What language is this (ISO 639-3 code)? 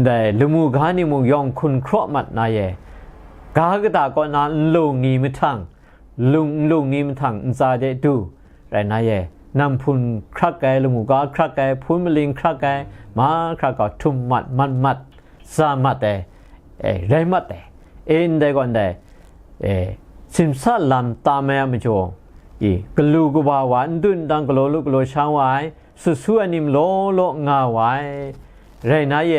kac